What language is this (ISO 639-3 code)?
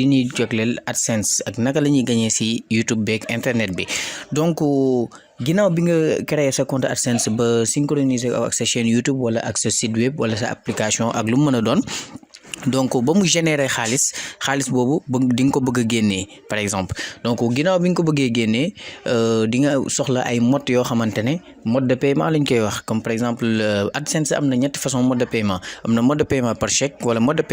wol